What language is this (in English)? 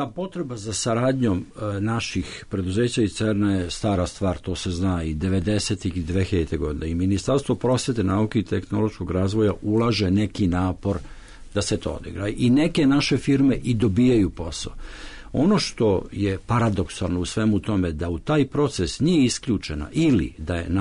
Serbian